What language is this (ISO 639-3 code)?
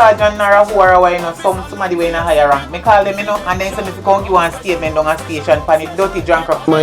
jam